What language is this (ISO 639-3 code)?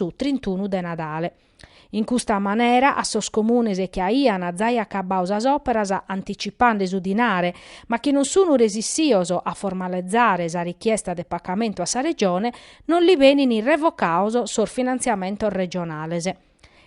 srd